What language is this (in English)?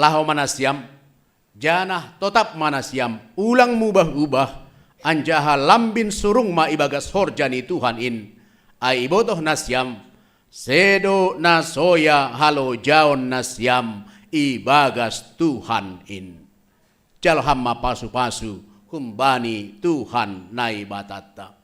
Batak Simalungun